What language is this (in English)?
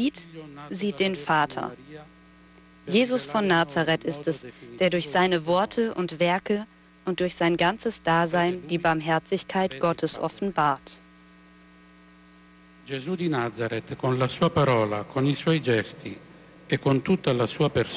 German